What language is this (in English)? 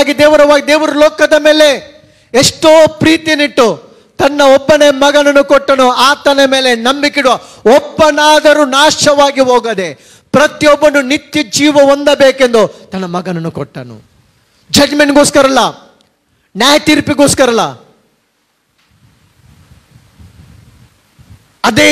Kannada